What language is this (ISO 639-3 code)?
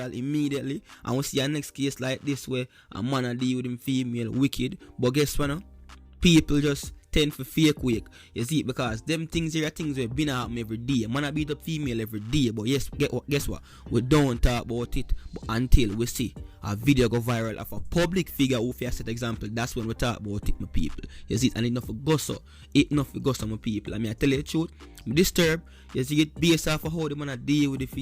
jam